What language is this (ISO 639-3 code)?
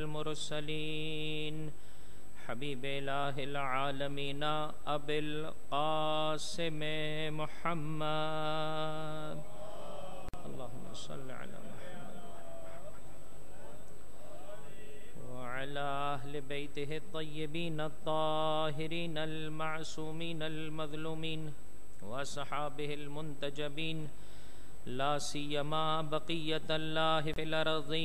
urd